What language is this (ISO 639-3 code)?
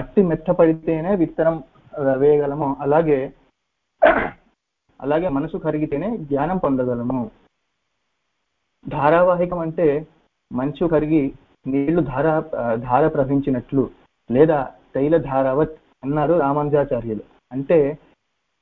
tel